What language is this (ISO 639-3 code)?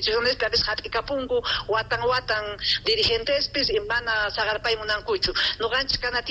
quh